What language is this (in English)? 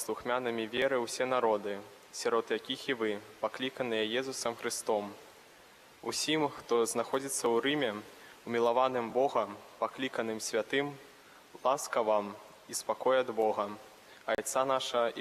Belarusian